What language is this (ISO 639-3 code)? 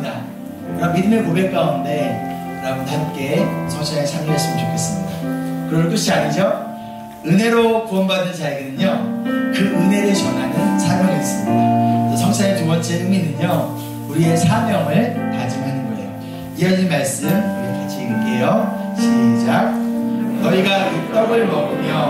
kor